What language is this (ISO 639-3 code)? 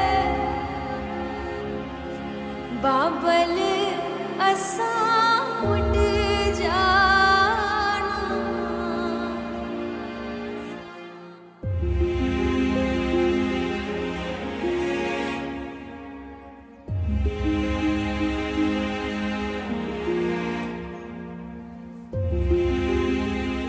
pan